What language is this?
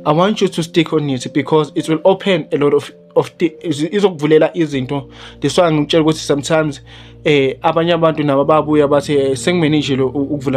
Zulu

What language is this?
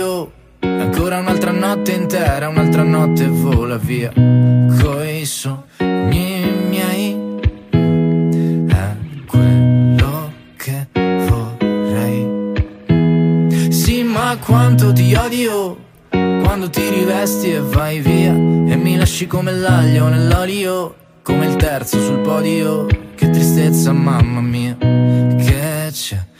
Italian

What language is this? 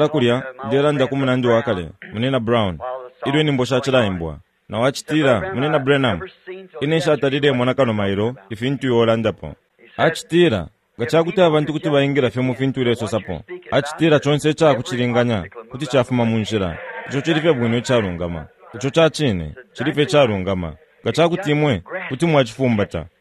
Bemba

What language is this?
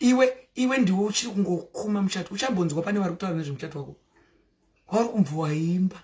Shona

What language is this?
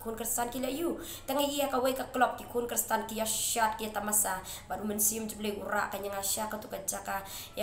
Khasi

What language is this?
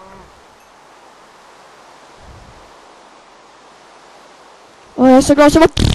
Swedish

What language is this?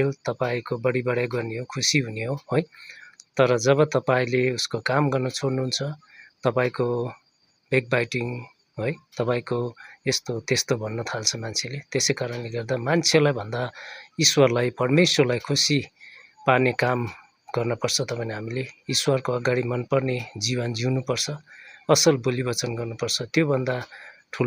Nepali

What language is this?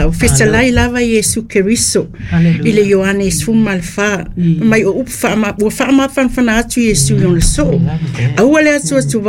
Samoan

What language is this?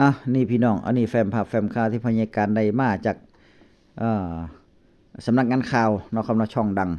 Northeastern Thai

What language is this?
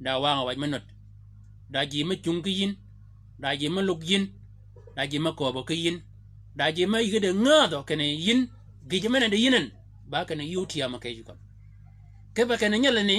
Shilluk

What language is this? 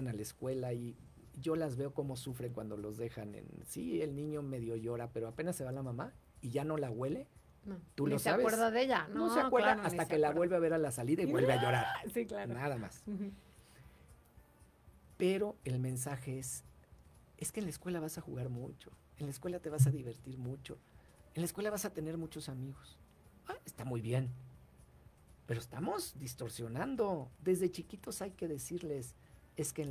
Spanish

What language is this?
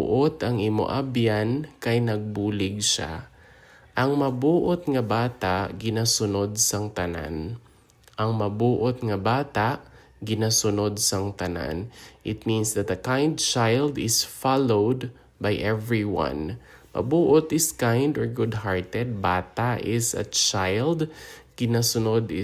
Hiligaynon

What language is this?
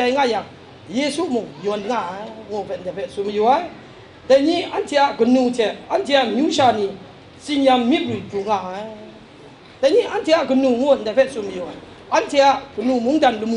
Kachin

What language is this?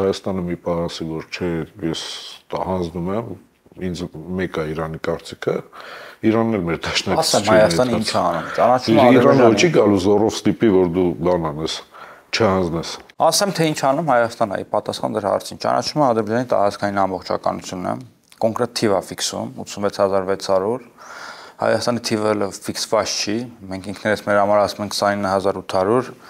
Armenian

